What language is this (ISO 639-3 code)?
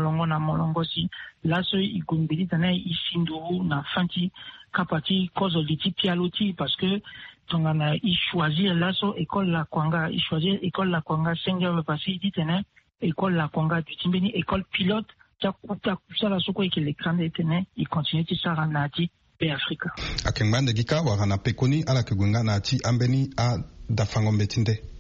sag